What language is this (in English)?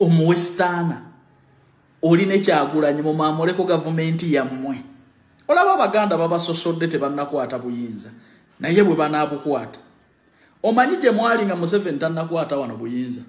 Ganda